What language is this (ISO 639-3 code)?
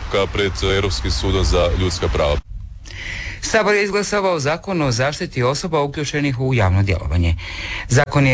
hrv